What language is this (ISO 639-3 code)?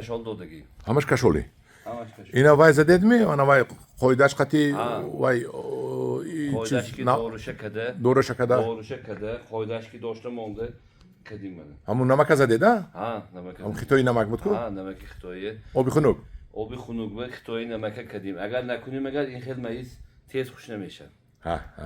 tgk